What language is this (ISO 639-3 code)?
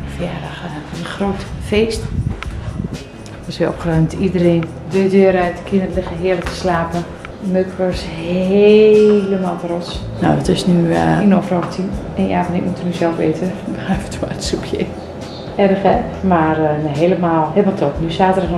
nld